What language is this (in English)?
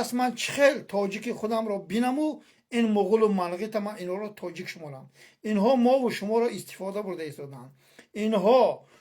Tajik